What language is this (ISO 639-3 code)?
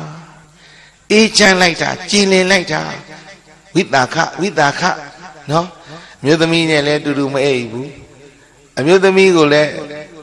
mya